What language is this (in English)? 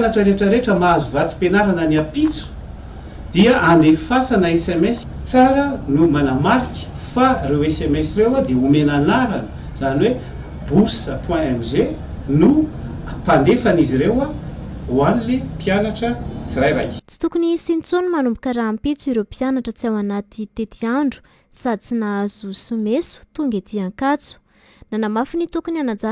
Malagasy